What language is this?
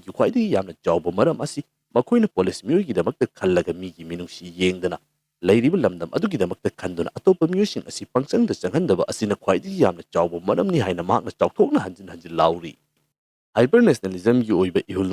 Manipuri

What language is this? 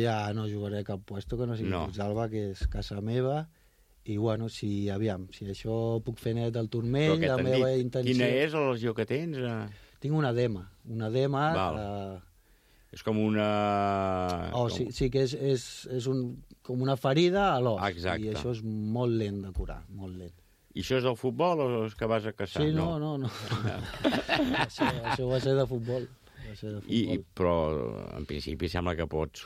Catalan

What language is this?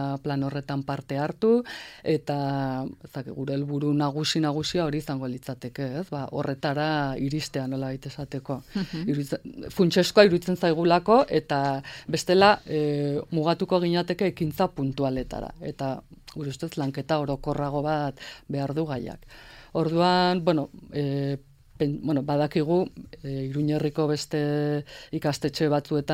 Basque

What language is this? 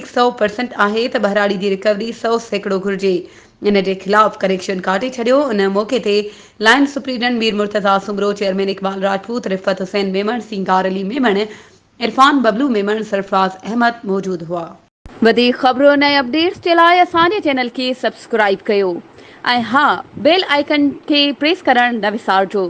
Sindhi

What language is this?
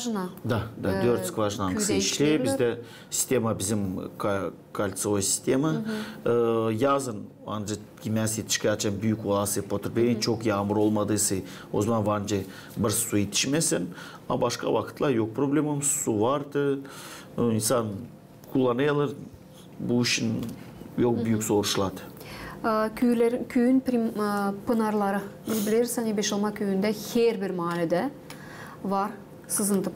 Gagauz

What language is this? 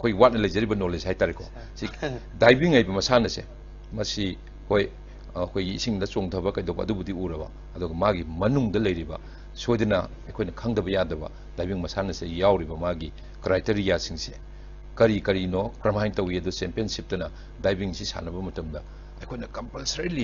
Manipuri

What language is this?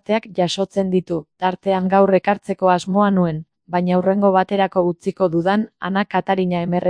Basque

